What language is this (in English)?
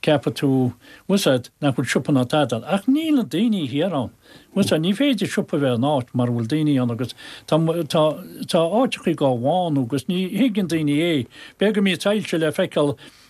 Irish